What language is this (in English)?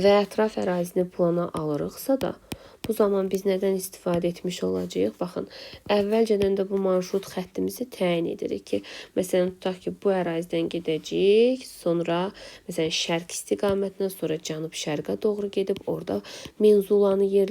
Azerbaijani